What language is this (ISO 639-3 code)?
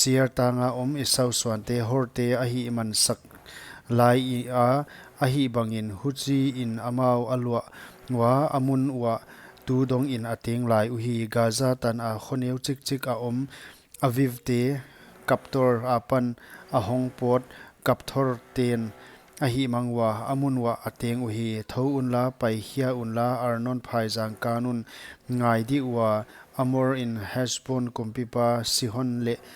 pck